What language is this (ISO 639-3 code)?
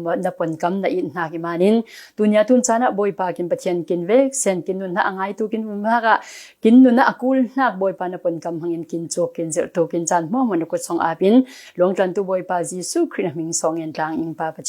cfm